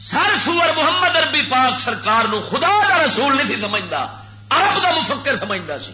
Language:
Western Panjabi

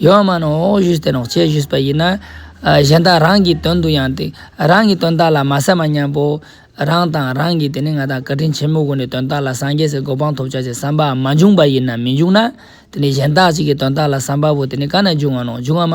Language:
Ladakhi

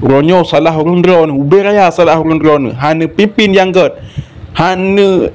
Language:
Achinese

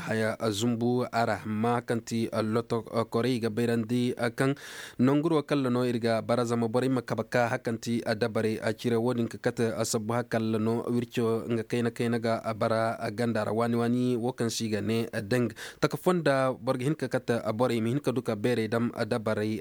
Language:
Koyraboro Senni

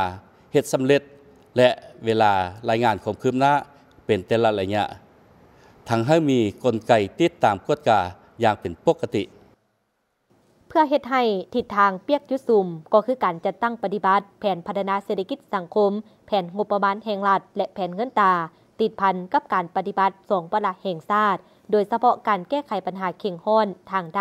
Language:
Lao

